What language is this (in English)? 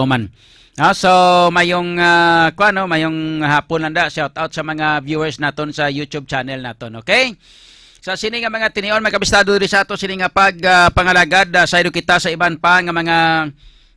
Hiligaynon